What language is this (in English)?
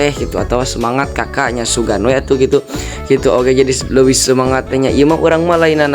Sundanese